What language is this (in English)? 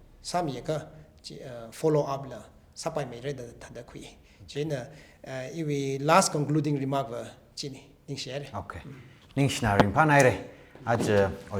Tangkhul Naga (India)